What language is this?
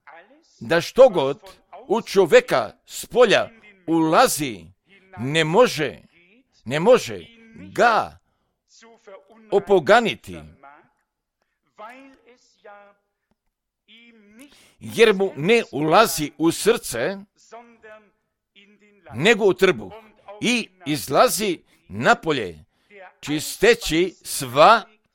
Croatian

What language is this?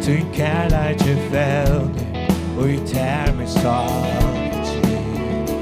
Faroese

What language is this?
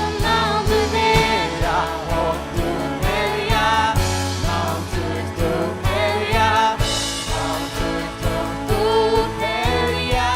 Faroese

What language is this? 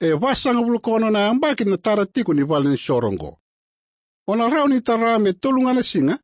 Fijian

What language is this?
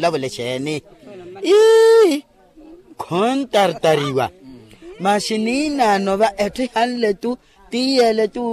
Makhuwa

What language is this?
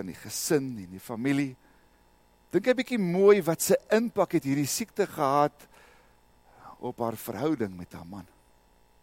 Afrikaans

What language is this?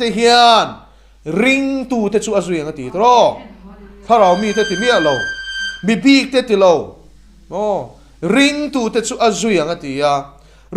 Mizo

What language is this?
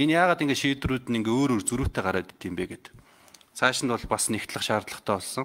Mongolian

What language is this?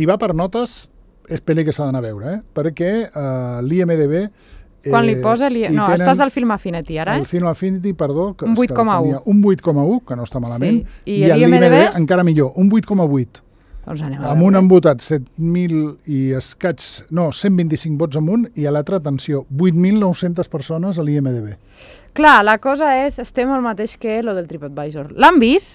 Catalan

